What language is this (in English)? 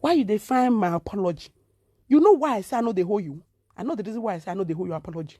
Nigerian Pidgin